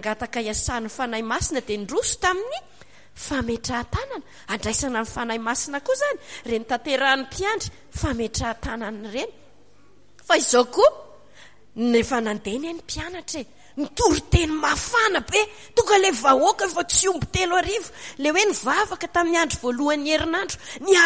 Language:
Malagasy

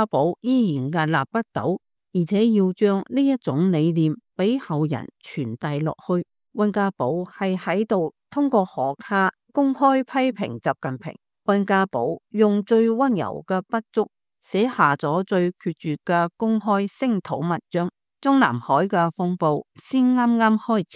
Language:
Cantonese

